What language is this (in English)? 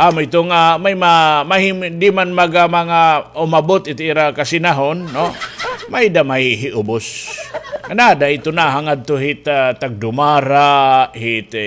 Waray